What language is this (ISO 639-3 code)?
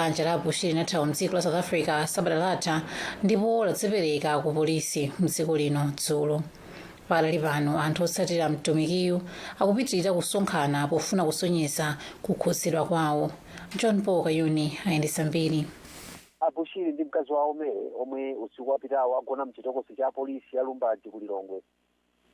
nya